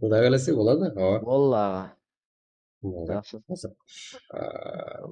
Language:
Kara-Kalpak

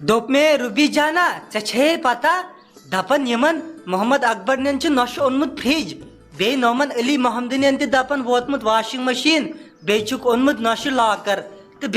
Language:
Kashmiri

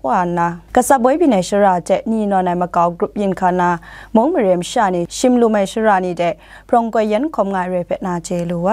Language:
Kachin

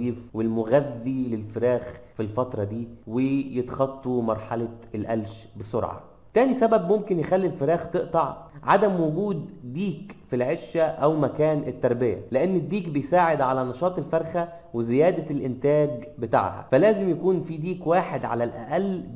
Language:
Egyptian Arabic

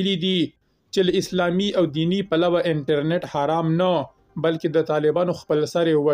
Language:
Pashto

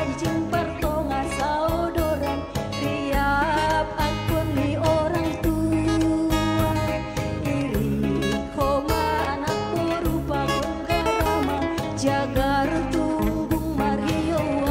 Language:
Batak Simalungun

